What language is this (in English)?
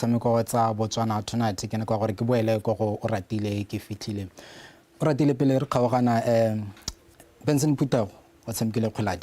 Tswana